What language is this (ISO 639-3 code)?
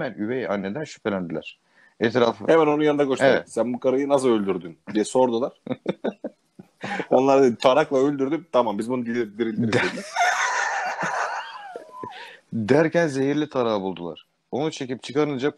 tur